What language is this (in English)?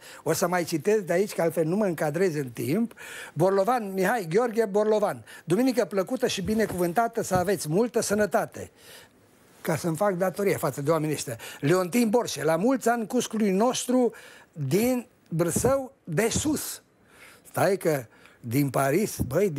Romanian